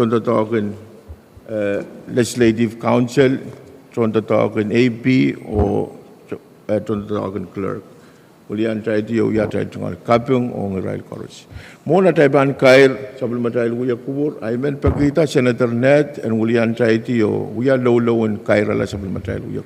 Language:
Pohnpeian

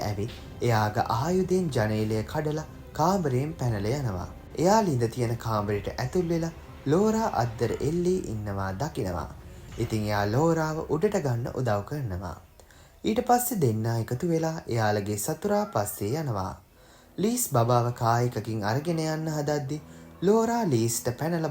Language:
Sinhala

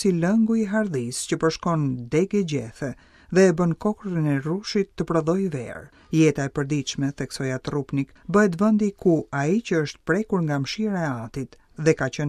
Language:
Albanian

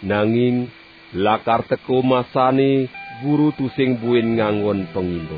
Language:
Balinese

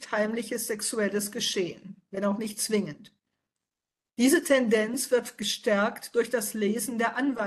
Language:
German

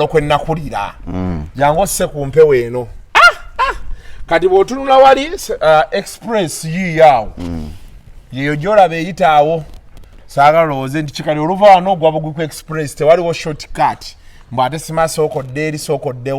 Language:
Ganda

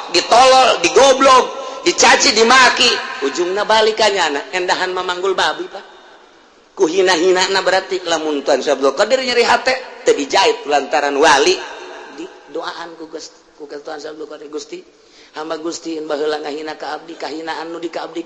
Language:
Sundanese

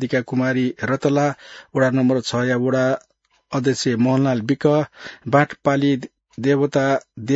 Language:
Newari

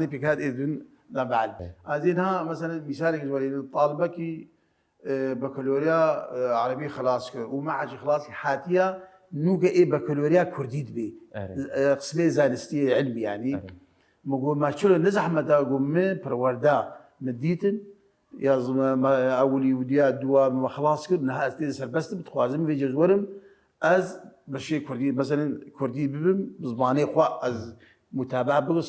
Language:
Kurdish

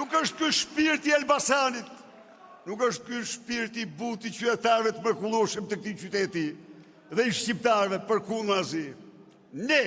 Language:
Albanian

